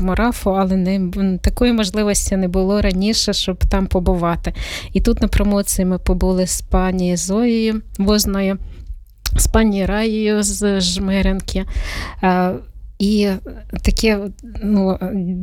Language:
Ukrainian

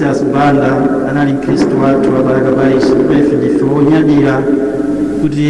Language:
Nyanja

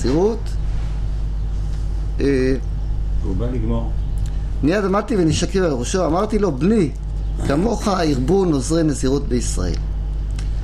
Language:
Hebrew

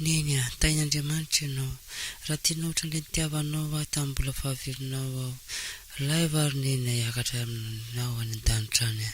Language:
Malagasy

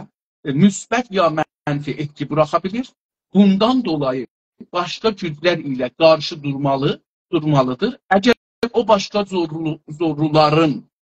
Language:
South Azerbaijani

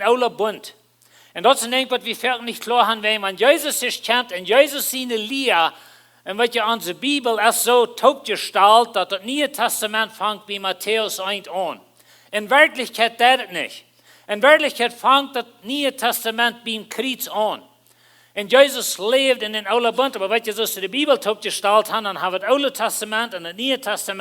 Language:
Plautdietsch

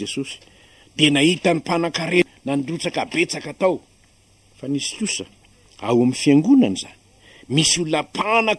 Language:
Malagasy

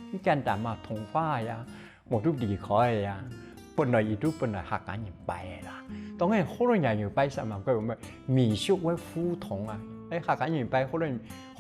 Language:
Hakka Chinese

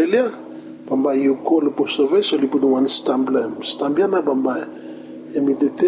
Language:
Bislama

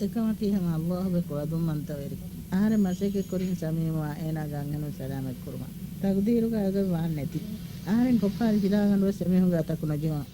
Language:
Divehi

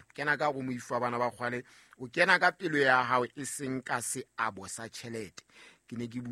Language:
Southern Sotho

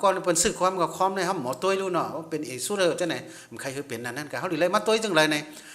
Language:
Shan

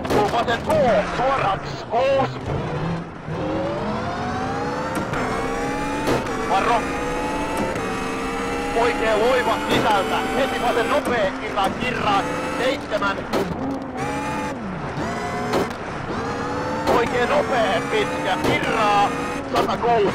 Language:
Finnish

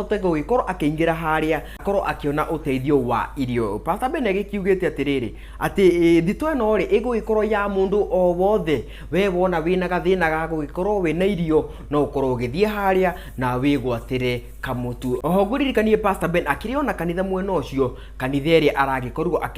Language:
Kikuyu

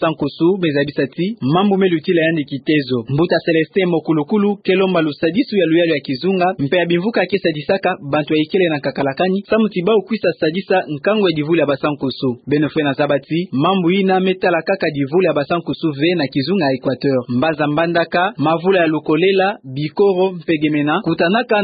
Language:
Kituba (Democratic Republic of Congo)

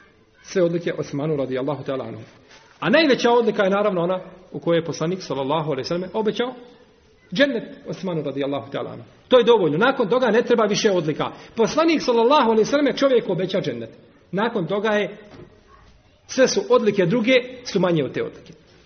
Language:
Bosnian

